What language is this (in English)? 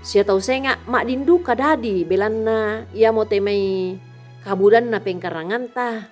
Toraja-Sa'dan